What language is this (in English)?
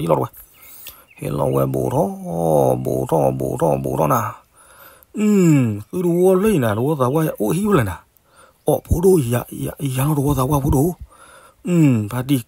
S'gaw Karen